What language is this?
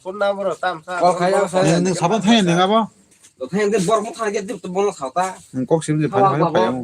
Kok Borok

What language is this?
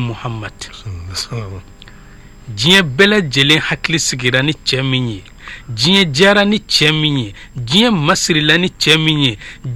Bambara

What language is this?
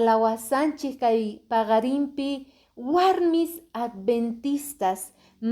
Quechua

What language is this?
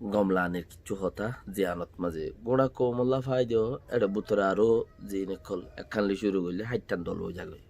Rohingya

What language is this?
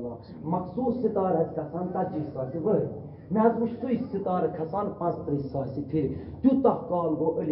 Kashmiri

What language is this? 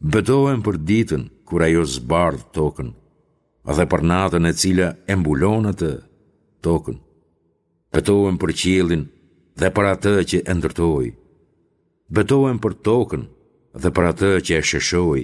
Albanian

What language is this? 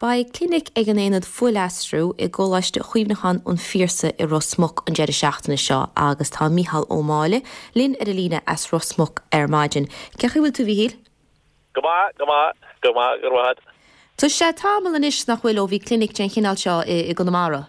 Irish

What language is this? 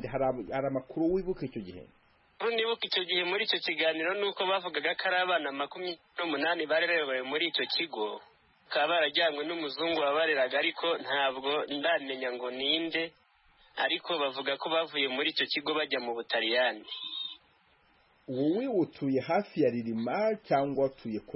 Kinyarwanda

